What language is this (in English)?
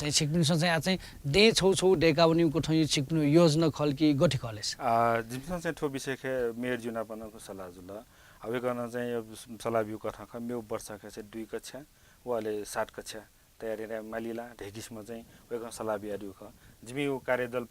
Newari